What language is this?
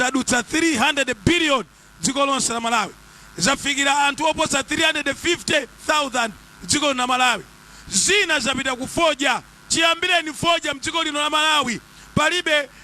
Nyanja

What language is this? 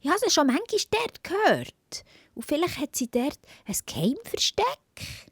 Swiss German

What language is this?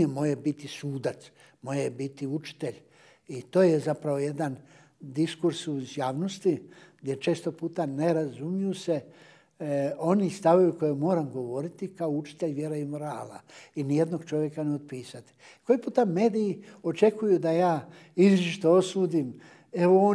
Bosnian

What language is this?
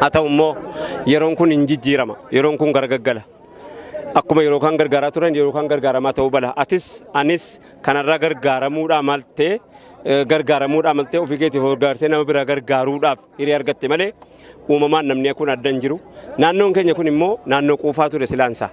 Oromo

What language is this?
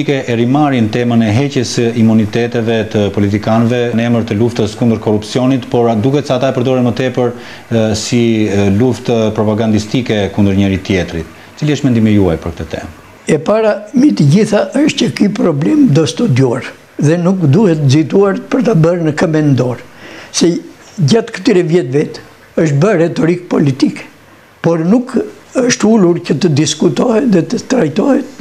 Albanian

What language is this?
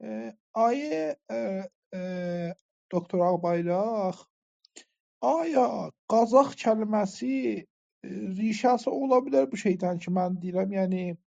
South Azerbaijani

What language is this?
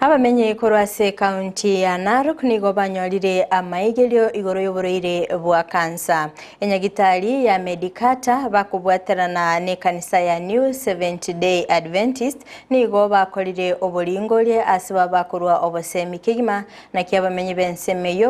Gusii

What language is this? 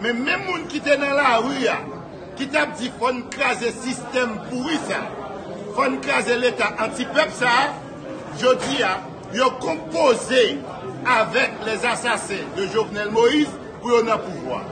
Haitian Creole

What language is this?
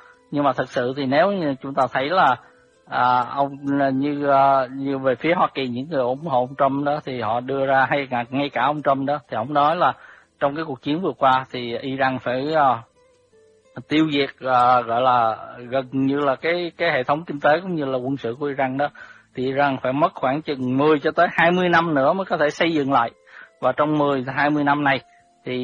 Vietnamese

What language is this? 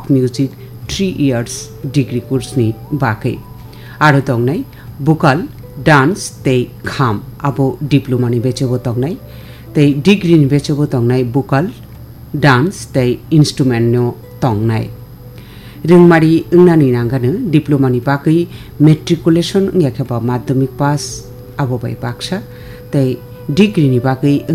Kok Borok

